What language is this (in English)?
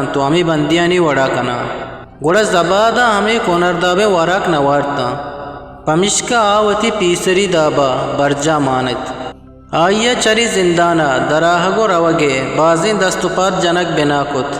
Eastern Balochi